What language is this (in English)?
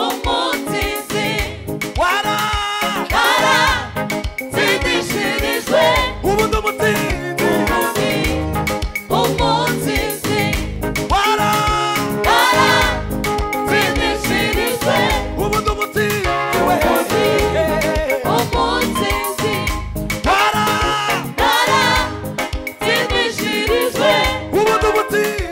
Kinyarwanda